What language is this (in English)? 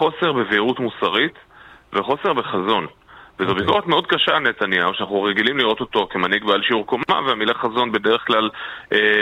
Hebrew